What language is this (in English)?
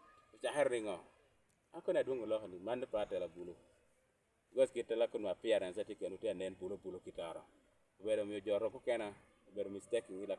Lango (Uganda)